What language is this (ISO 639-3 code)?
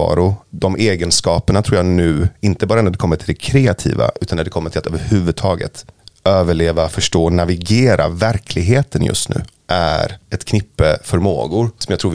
swe